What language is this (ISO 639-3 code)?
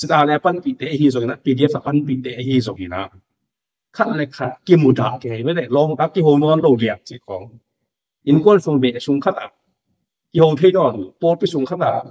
ctd